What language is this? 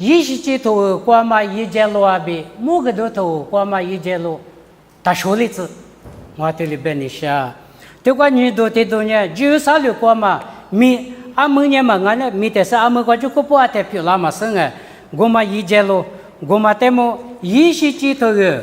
Lisu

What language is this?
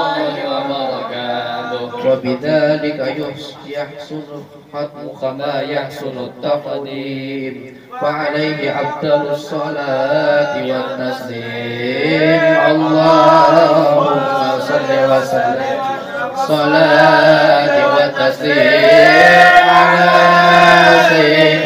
Arabic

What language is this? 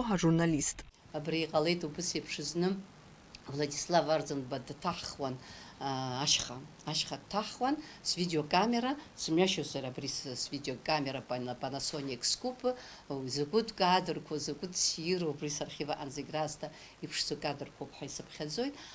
Abkhazian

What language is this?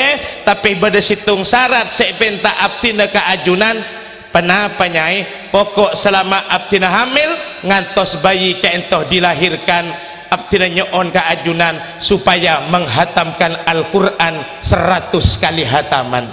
Madurese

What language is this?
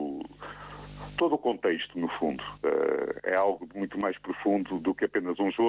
Portuguese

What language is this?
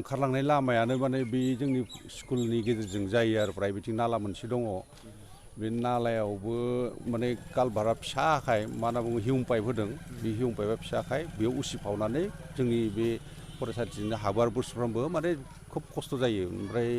Bodo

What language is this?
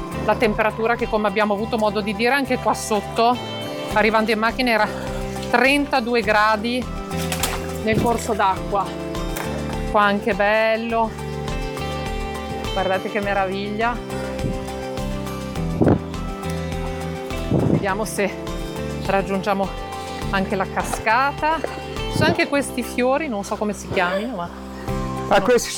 Italian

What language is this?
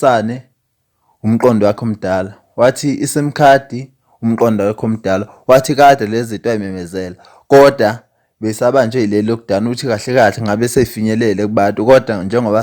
Zulu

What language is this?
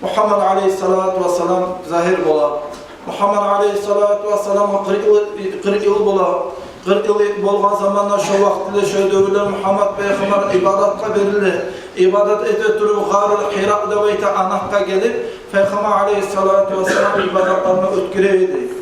Kumyk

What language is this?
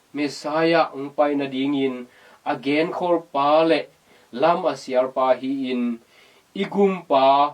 Tedim Chin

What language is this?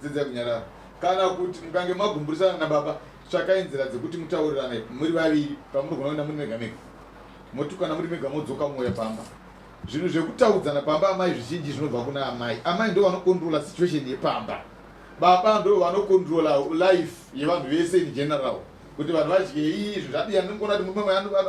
Shona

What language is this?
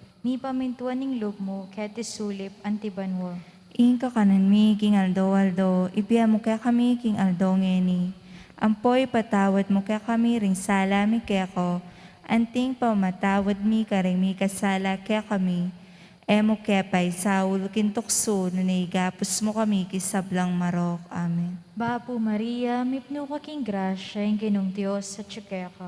Pampanga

